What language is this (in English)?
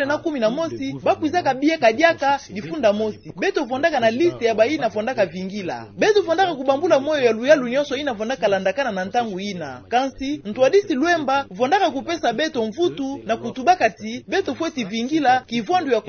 Kituba (Democratic Republic of Congo)